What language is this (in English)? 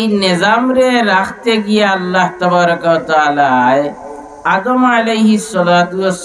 Sylheti